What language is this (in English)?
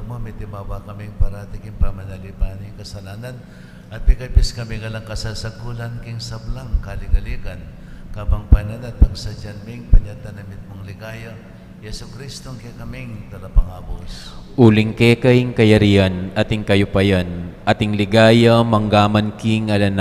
Pampanga